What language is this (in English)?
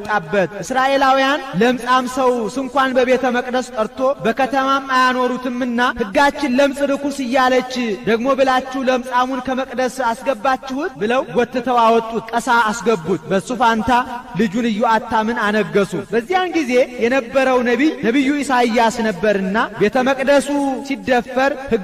Amharic